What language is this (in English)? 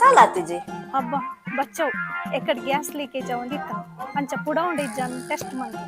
Tulu